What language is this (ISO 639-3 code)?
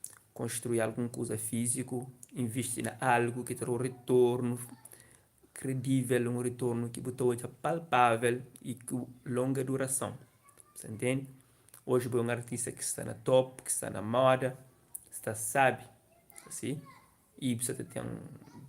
kea